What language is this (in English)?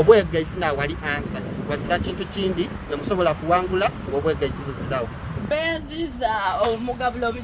Soga